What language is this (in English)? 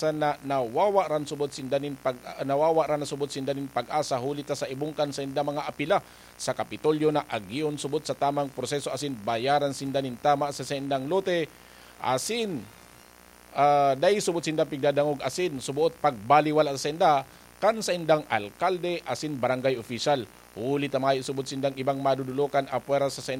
Bikol